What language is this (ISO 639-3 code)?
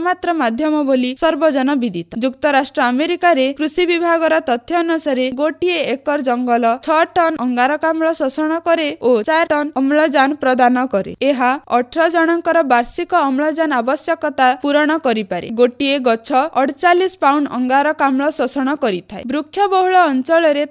ori